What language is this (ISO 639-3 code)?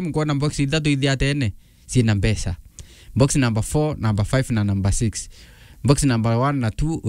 mer